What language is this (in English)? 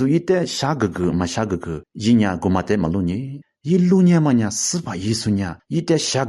Lisu